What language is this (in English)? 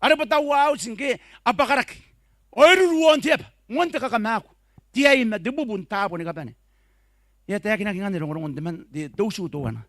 Gilbertese